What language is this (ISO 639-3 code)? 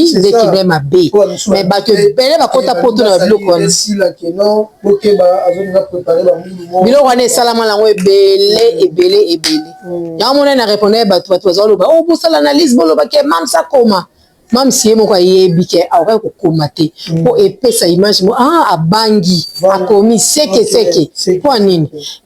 lin